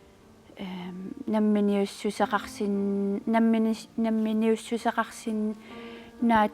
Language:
Kalaallisut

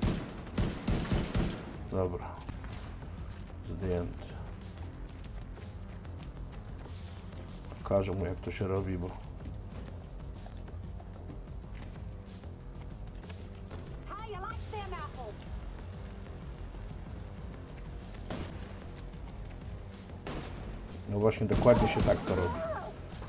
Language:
Polish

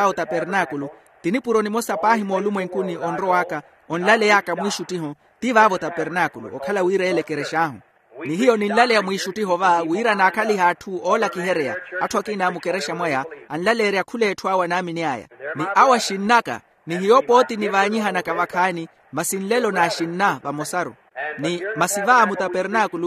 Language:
Makhuwa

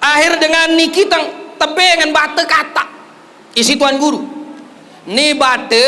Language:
Sasak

